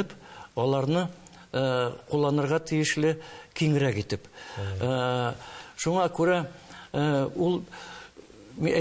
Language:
Tatar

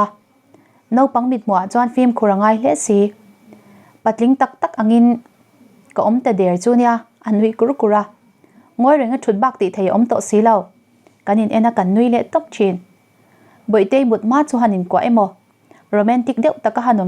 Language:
Mizo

